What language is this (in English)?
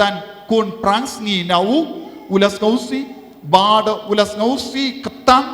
Khasi